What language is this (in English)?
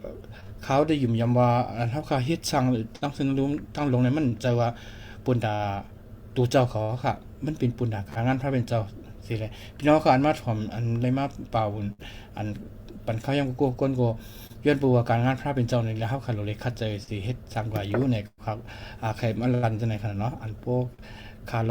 Shan